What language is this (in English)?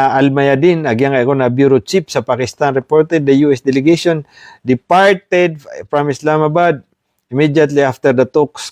Maranao